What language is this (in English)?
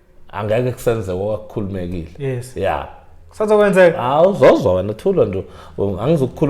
Zulu